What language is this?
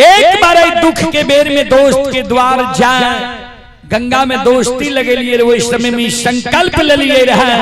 Maithili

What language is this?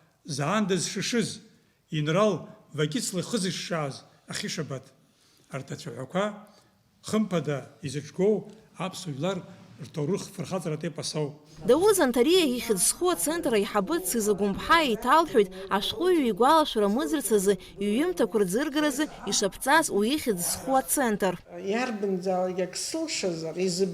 Abkhazian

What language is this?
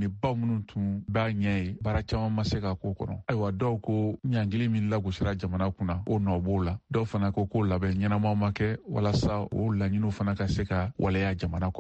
Bambara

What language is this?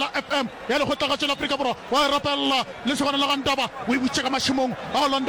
Northern Sotho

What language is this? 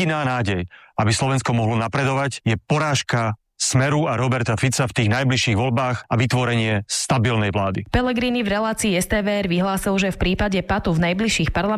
Slovak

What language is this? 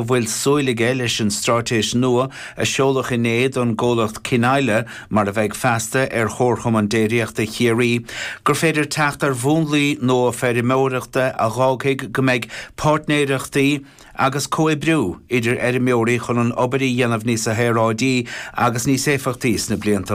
Irish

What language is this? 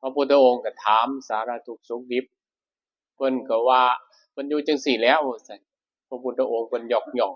Northeastern Thai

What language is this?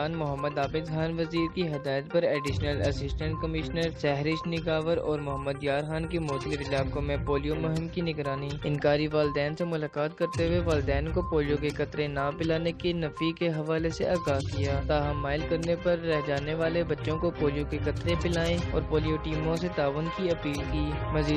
Urdu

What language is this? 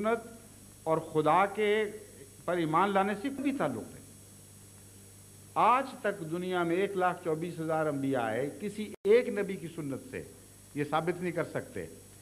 Urdu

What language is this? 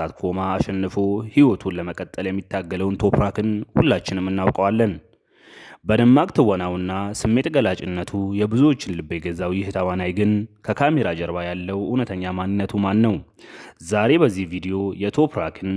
Amharic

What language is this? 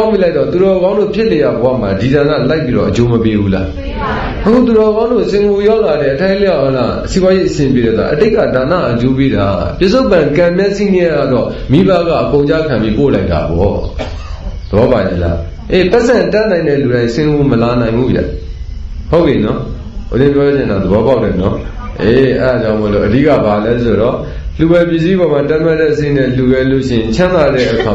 Burmese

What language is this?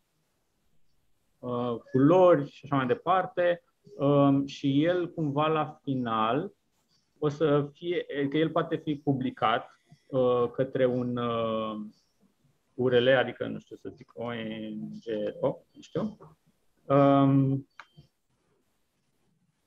Romanian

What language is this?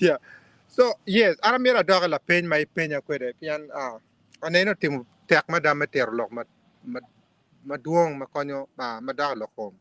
Acoli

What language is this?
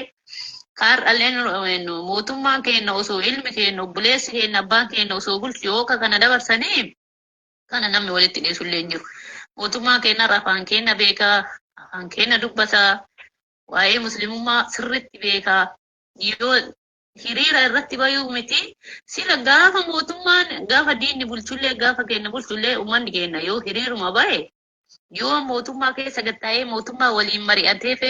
Oromo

